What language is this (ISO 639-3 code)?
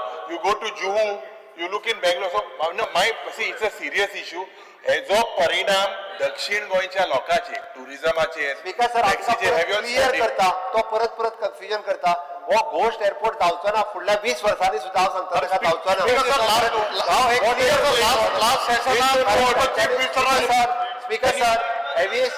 kok